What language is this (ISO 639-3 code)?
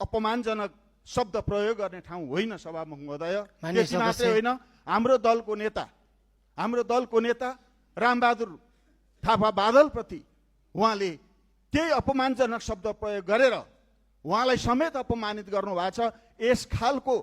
nep